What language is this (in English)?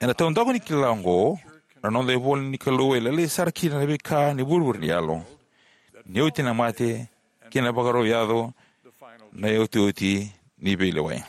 Fijian